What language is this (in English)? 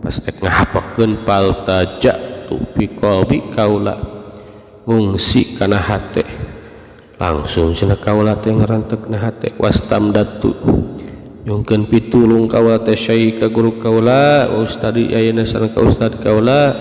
Sundanese